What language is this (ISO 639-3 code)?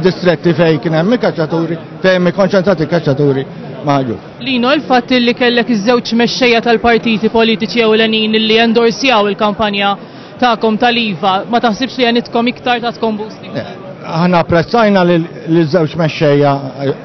mlt